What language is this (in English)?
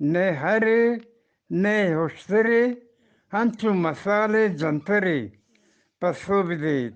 Eastern Balochi